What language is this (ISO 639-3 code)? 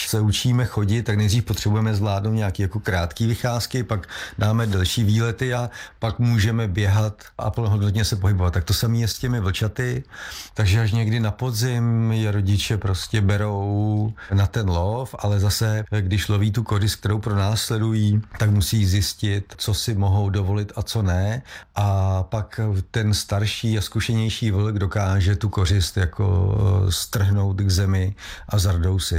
ces